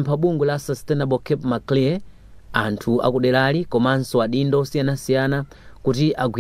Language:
Nyanja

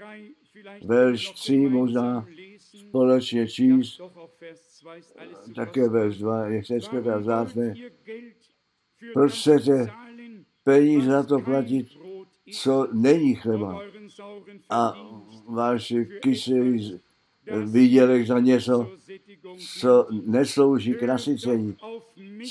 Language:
Czech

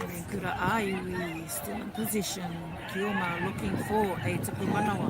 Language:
Māori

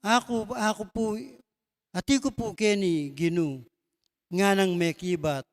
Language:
Pampanga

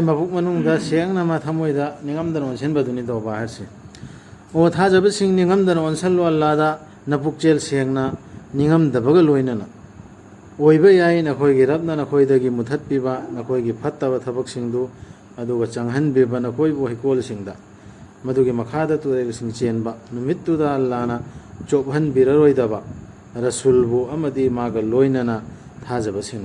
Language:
Manipuri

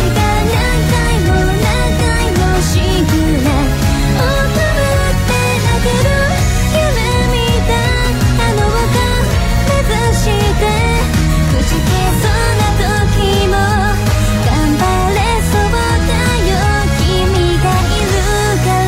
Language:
Japanese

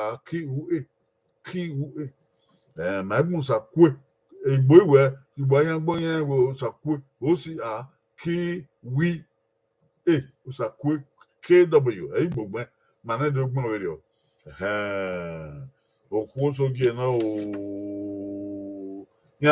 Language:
Bini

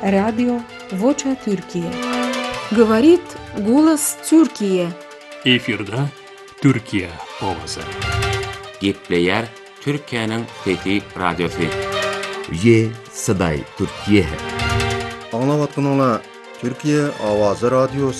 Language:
Turkish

